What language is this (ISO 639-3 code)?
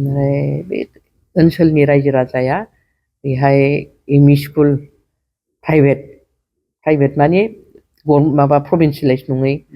brx